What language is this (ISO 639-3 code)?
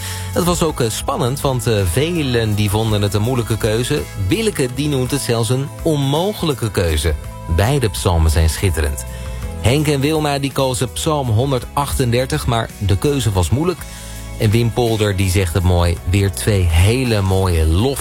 nld